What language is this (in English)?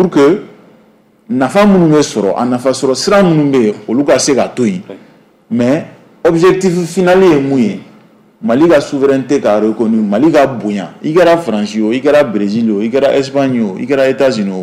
Bambara